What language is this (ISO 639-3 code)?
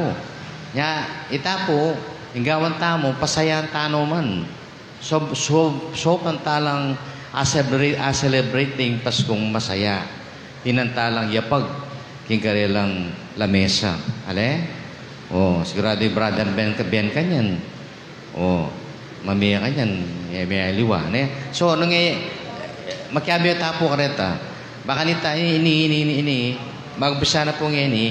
pam